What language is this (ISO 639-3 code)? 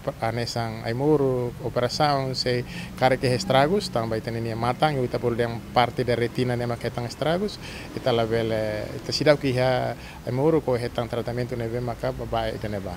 tet